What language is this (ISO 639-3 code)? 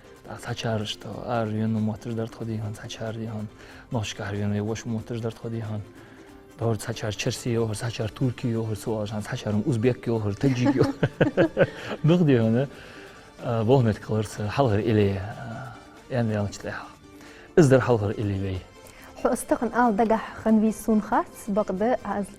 inh